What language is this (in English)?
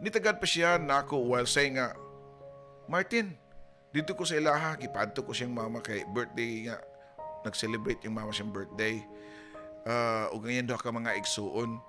Cebuano